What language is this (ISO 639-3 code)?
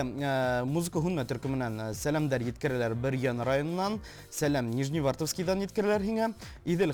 bak